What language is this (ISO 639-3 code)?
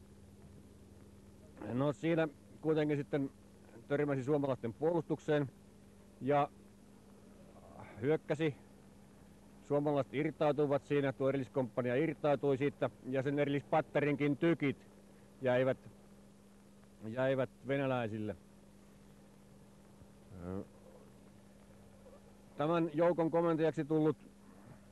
fin